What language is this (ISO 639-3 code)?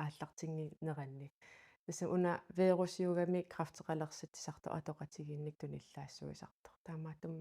kal